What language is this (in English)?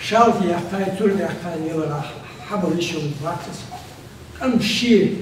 Ingush